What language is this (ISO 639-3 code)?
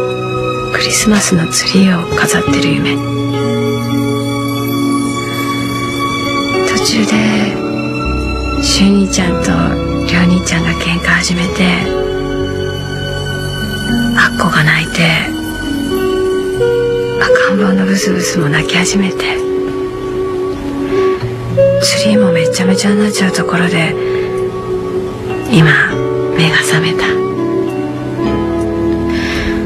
jpn